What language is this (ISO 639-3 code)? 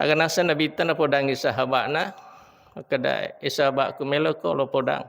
bug